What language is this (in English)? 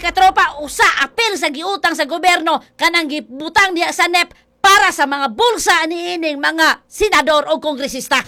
Cebuano